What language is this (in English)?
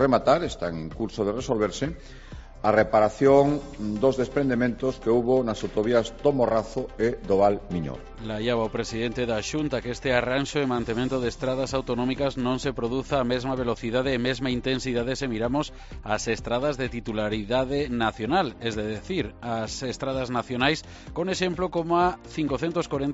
Galician